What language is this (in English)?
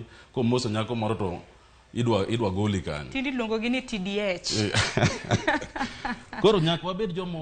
Luo (Kenya and Tanzania)